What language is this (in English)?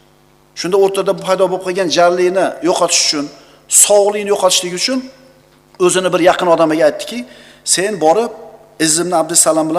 Uzbek